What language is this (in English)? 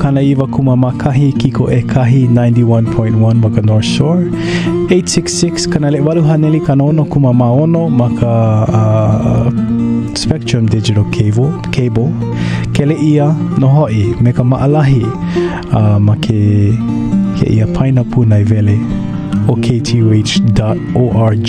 Hawaiian